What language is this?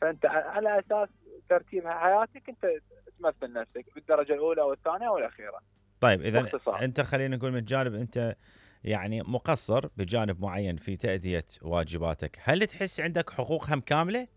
Mesopotamian Arabic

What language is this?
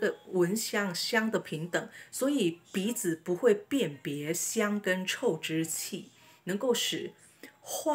Chinese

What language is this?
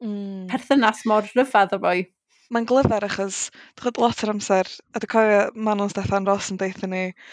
Welsh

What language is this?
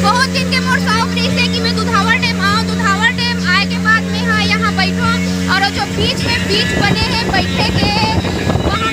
Chhattisgarhi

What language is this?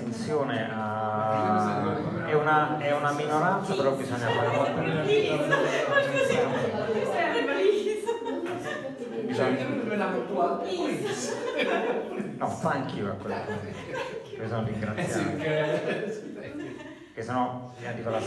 Italian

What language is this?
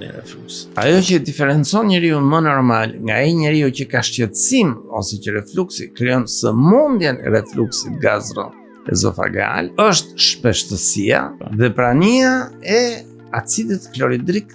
Albanian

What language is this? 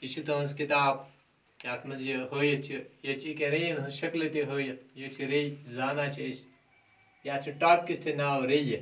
Kashmiri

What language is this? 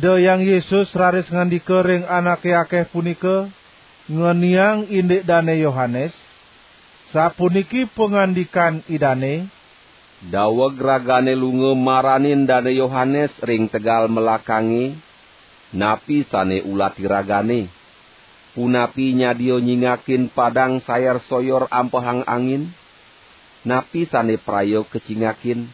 Balinese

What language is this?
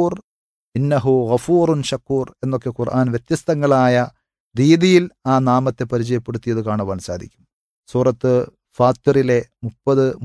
Malayalam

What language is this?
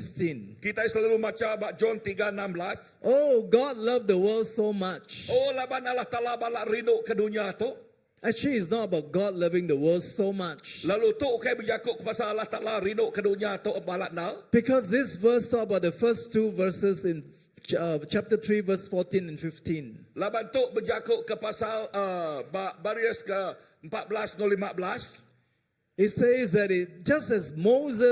Iban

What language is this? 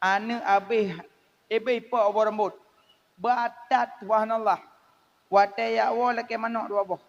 Achinese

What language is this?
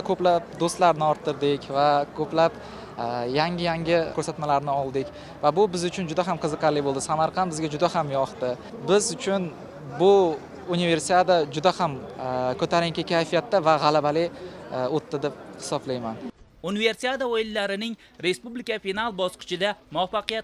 Uzbek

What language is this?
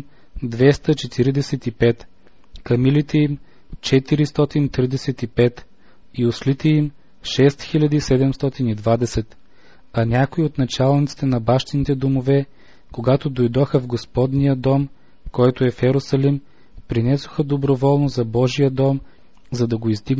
Bulgarian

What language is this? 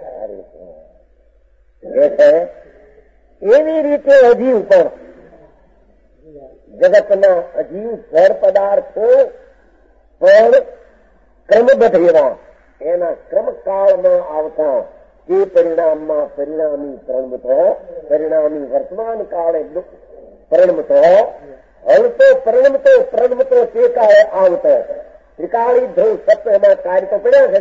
Gujarati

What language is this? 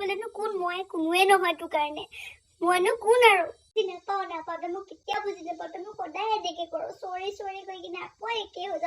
Assamese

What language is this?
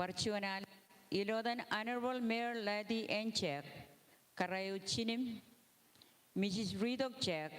Marshallese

